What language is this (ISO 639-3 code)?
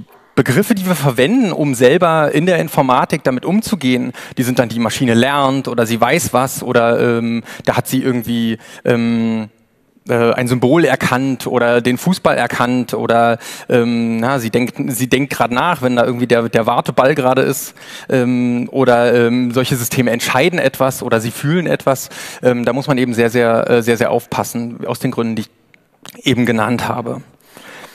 deu